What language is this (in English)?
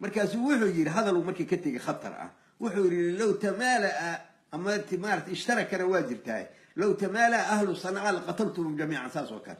Somali